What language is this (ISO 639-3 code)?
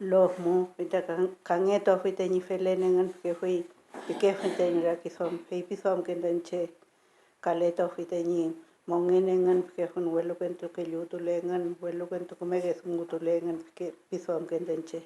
arn